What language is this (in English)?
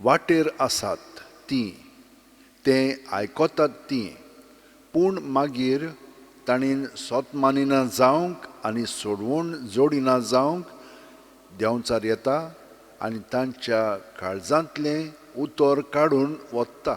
Konkani